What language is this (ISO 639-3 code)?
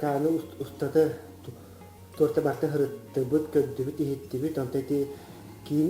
sah